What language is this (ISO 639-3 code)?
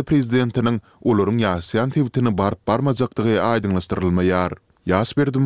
tuk